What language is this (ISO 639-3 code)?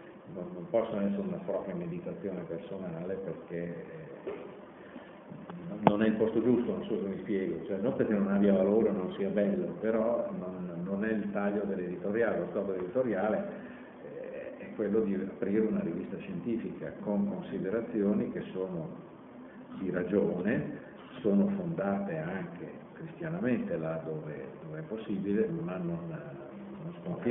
ita